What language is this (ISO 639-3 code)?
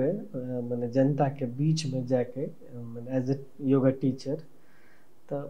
mai